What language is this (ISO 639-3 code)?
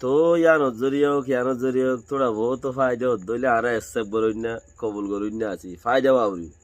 rhg